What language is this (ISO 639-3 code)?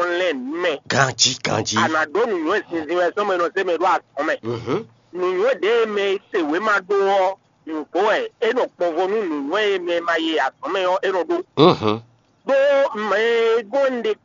fon